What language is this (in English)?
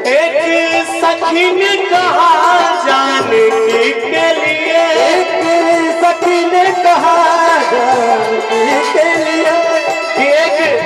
Maithili